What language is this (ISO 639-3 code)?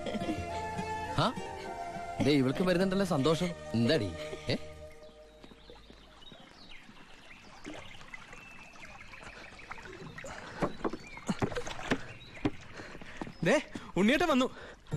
mal